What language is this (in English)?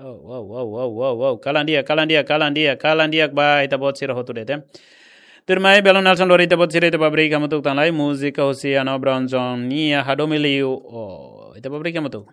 Tetum